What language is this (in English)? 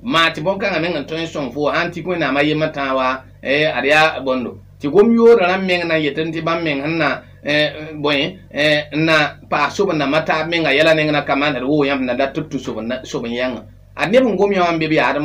Mossi